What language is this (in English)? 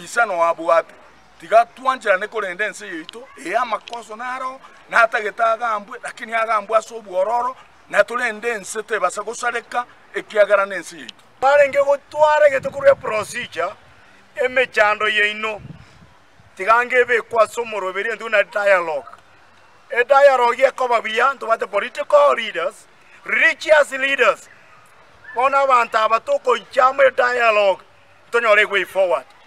Gusii